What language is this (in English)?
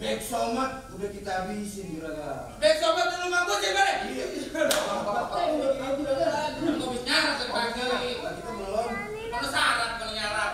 Betawi